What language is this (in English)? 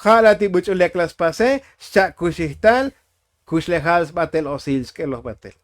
Tzotzil